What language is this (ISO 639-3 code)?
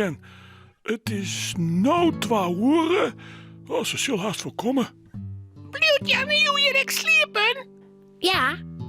fry